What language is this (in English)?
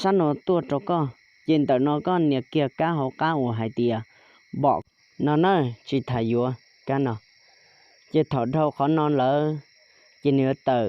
Hmong